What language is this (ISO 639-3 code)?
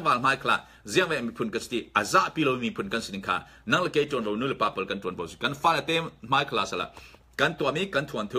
cfm